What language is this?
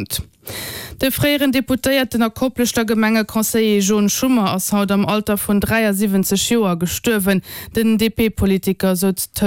Luxembourgish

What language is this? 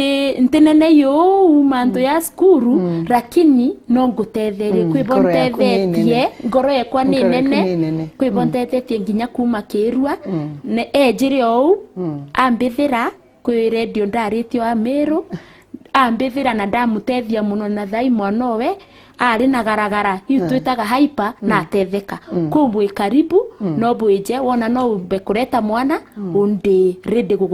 Meru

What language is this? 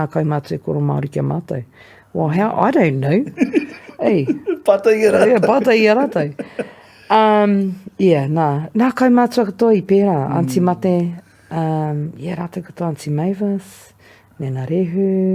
Māori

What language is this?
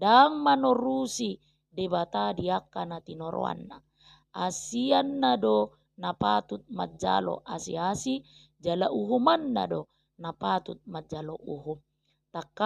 Batak Toba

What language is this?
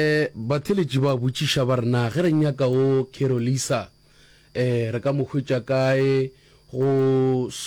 Northern Sotho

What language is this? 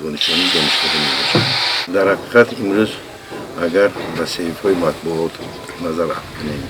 Tajik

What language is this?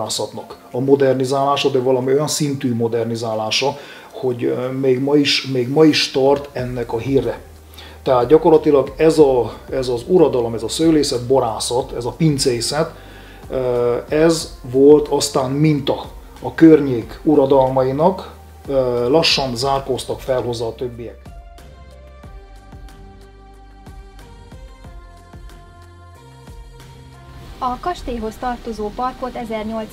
Hungarian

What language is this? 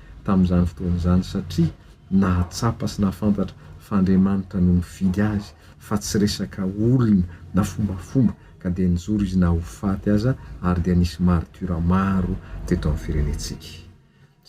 Malagasy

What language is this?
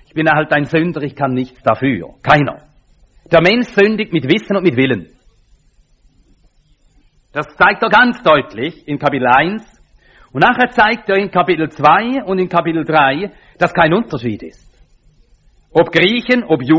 German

